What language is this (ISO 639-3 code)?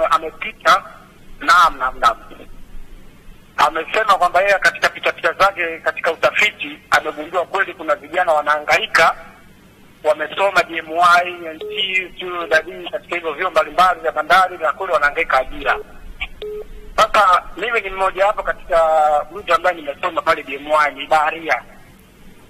swa